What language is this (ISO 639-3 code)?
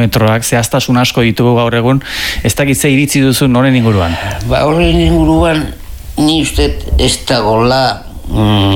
eus